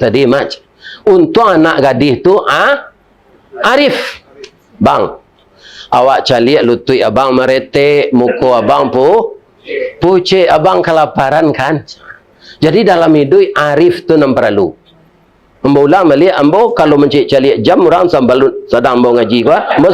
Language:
Minangkabau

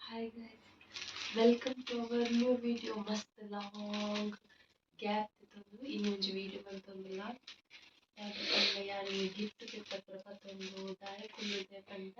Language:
Tulu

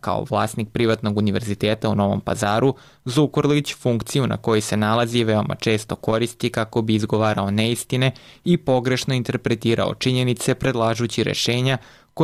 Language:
Serbian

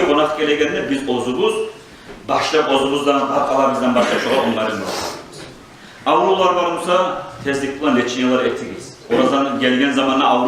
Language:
Kumyk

